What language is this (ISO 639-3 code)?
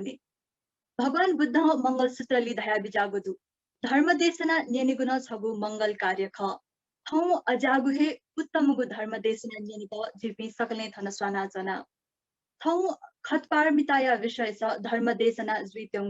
new